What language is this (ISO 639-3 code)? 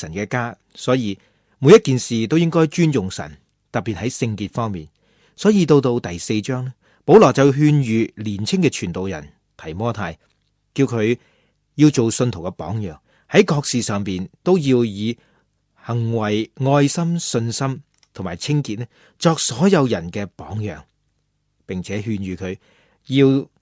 yue